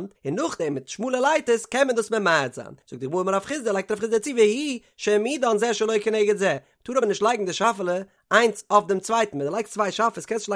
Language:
Yiddish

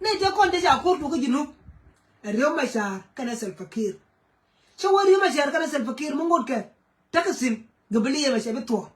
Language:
Nuer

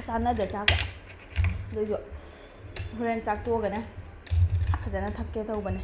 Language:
Manipuri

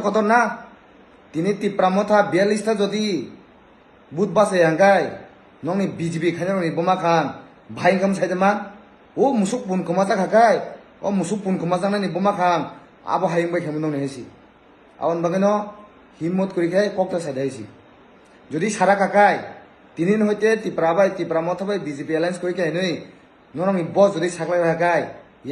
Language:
Kok Borok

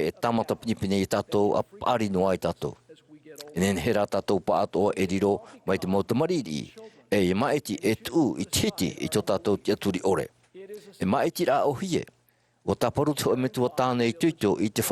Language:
Tahitian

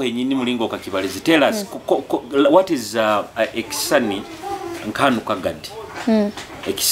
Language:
Nyoro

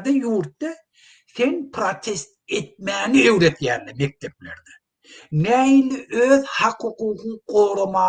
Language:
Turkmen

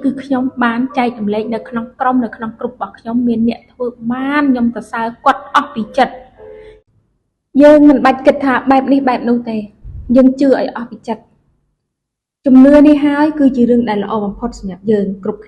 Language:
Khmer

